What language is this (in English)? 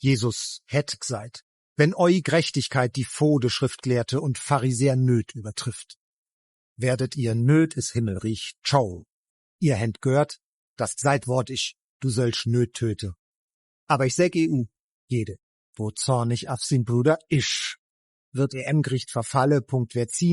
Swiss German